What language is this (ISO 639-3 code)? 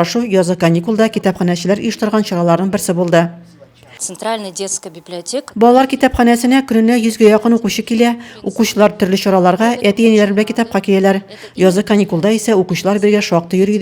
tat